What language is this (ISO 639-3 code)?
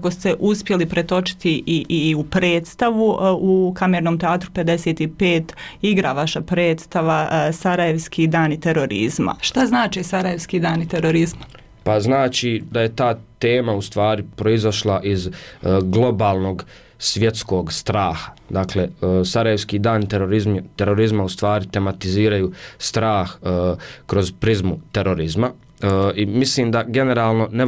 bos